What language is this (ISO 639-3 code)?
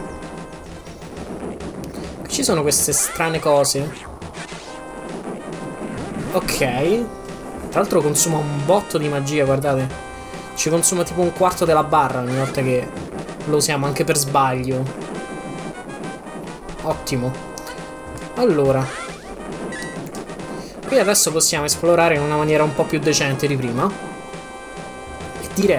ita